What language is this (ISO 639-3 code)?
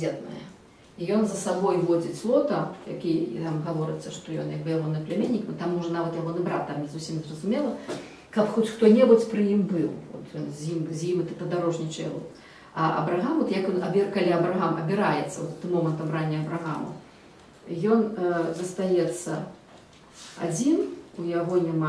bel